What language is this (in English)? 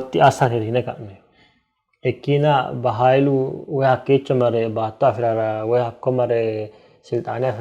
Sidamo